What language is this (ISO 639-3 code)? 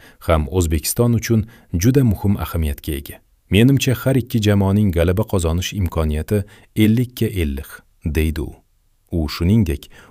uzb